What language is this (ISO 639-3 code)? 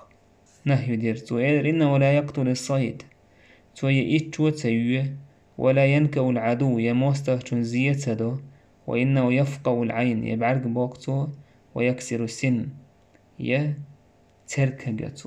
che